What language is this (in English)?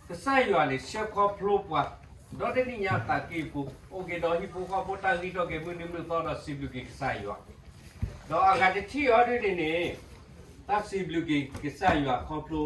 S'gaw Karen